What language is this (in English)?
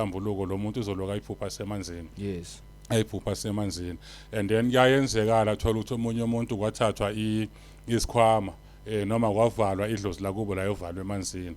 Zulu